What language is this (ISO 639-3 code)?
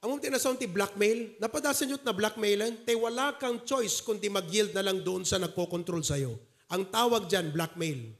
ilo